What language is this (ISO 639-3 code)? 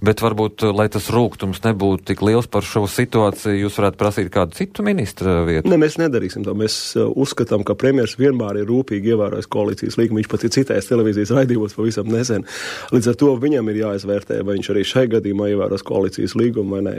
lav